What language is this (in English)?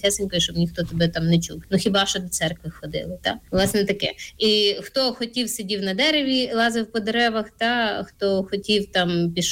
Ukrainian